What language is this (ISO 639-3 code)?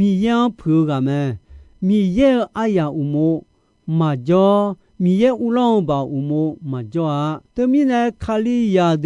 ahk